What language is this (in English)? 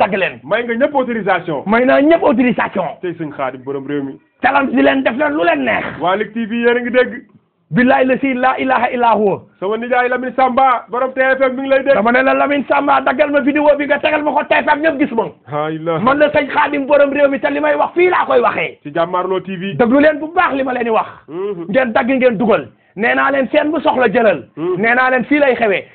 Wolof